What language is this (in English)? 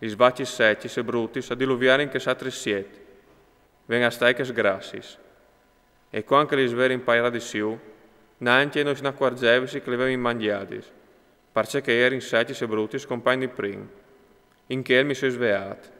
Friulian